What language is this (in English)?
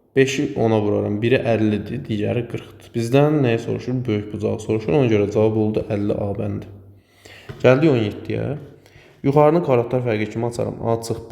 Azerbaijani